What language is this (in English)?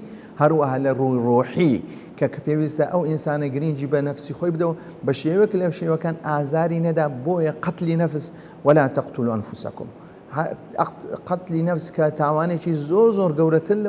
Central Kurdish